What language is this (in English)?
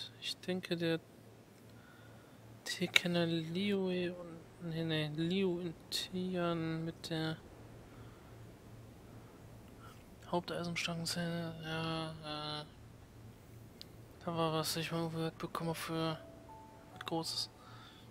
German